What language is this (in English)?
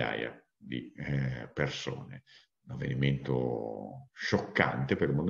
Italian